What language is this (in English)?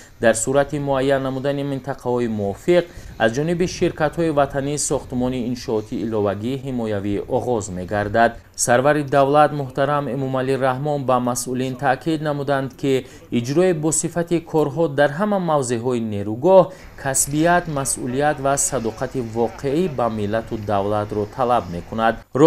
Tajik